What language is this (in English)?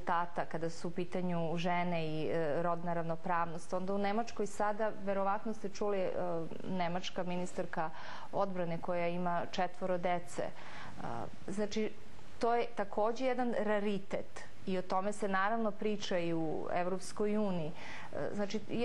Serbian